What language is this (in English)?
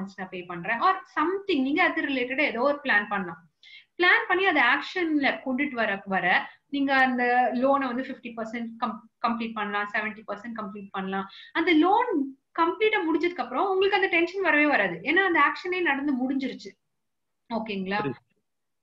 Tamil